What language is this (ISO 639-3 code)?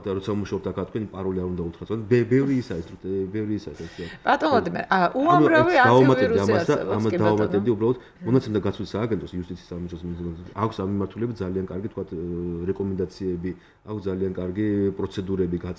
kat